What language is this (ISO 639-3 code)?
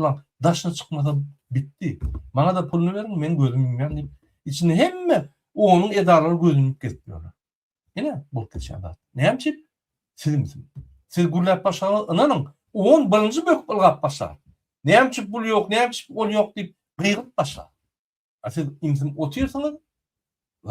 tuk